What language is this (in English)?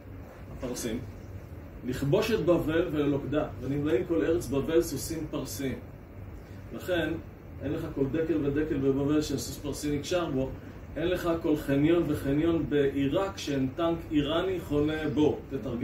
Hebrew